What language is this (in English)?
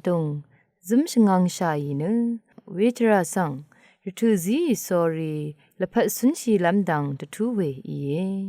Rawang